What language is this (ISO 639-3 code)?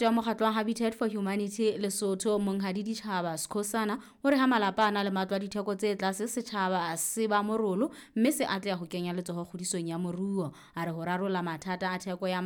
sot